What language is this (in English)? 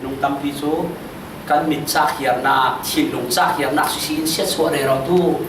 Falam Chin